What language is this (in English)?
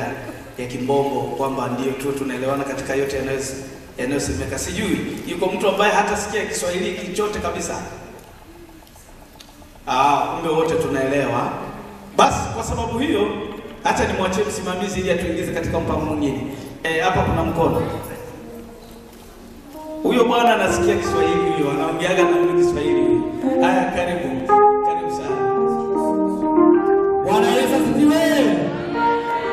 Swahili